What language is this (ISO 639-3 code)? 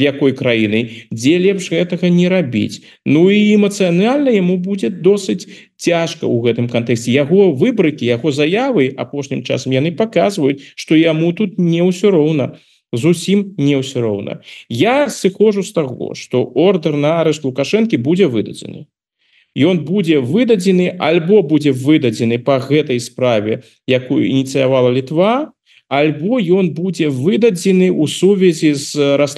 bel